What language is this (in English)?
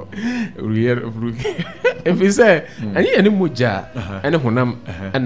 Akan